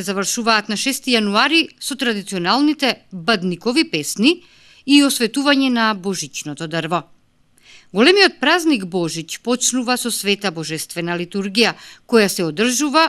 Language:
Macedonian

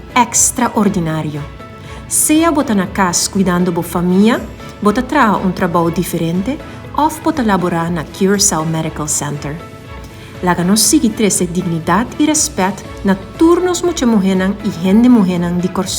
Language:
Papiamento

